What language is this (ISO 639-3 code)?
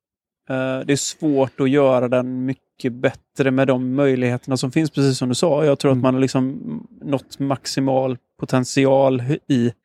swe